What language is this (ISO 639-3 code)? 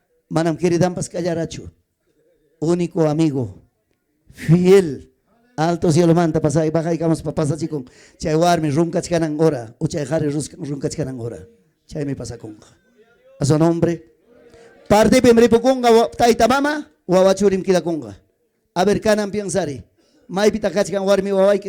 quy